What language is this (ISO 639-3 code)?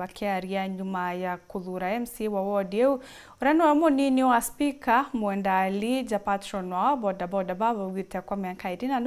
mer